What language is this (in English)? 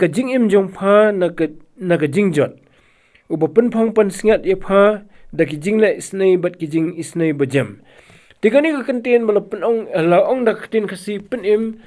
Khasi